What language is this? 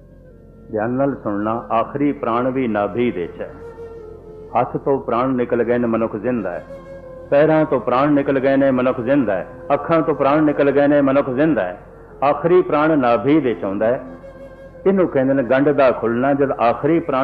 Punjabi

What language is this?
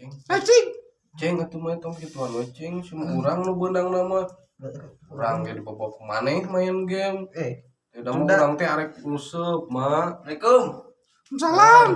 Sundanese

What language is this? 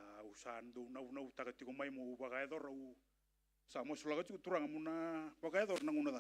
Fijian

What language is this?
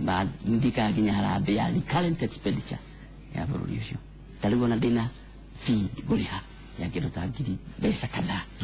Kikuyu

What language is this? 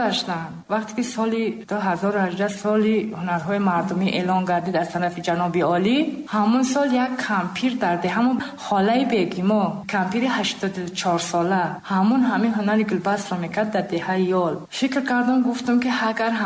Tajik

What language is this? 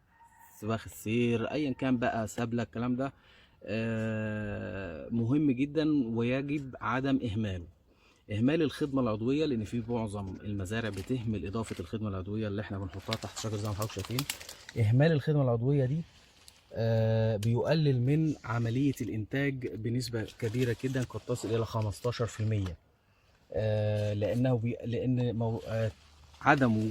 Egyptian Arabic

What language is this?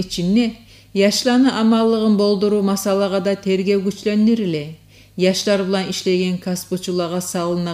Kumyk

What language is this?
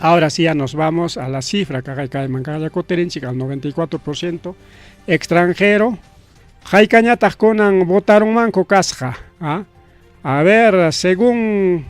Ayacucho Quechua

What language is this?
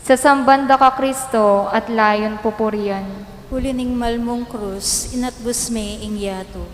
Pampanga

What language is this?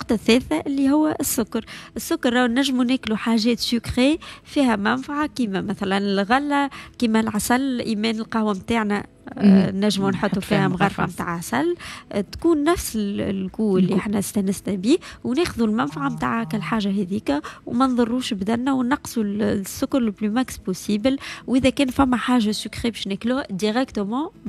Tunisian Arabic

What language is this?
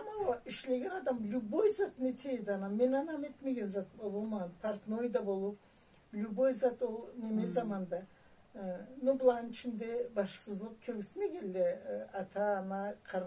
Karachay-Balkar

